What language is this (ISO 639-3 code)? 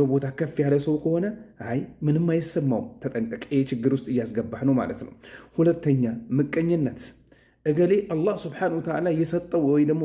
amh